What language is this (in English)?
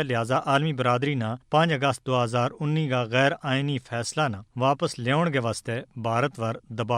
Gujari